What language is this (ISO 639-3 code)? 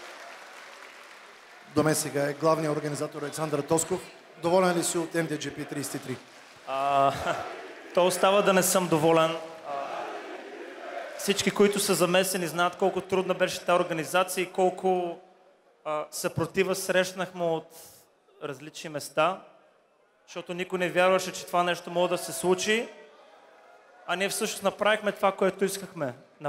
bul